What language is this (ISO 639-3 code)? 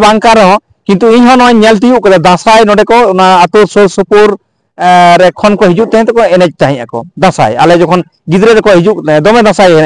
sat